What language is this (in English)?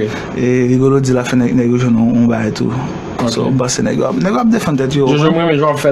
Haitian Creole